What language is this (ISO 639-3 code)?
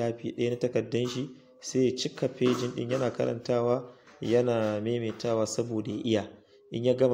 hau